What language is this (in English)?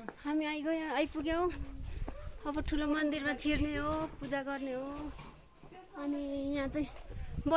Nepali